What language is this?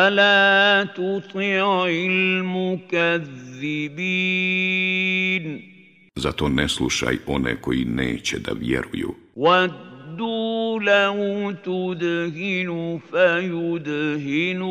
Bosnian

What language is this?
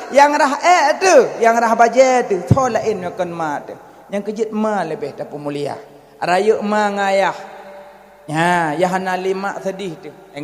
Achinese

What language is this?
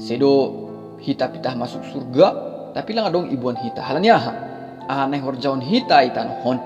Batak Simalungun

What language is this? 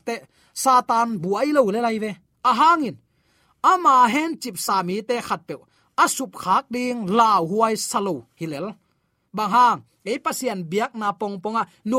Tedim Chin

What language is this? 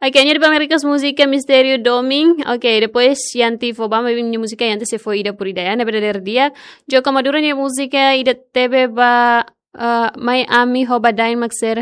Tetum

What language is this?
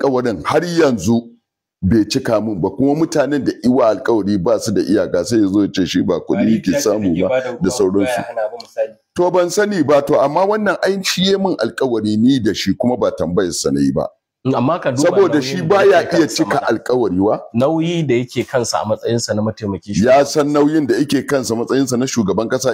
Hausa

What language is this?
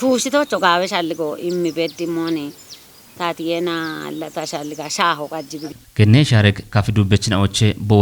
Kafa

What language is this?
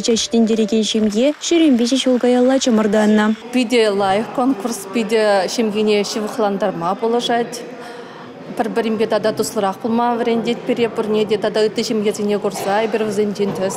Chuvash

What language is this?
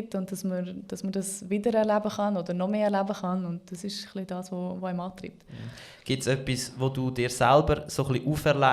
Swiss German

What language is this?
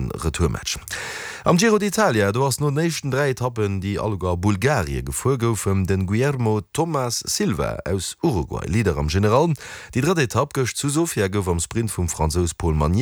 Luxembourgish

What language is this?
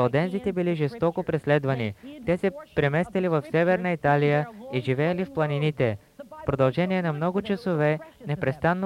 Bulgarian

